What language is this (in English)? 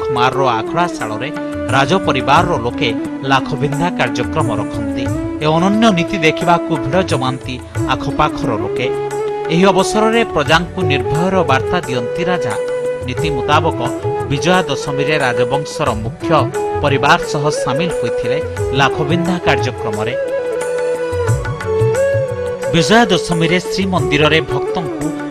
Odia